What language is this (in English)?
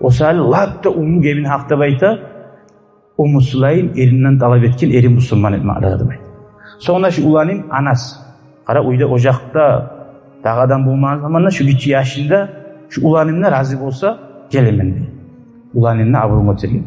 Kumyk